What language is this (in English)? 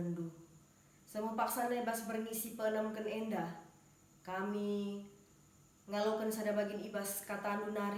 Batak Karo